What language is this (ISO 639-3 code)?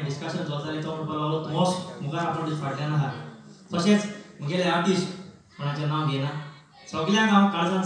kok